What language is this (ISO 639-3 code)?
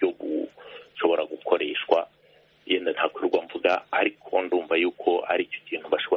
kin